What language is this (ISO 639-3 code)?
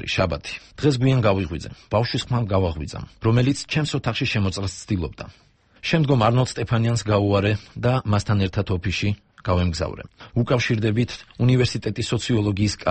kat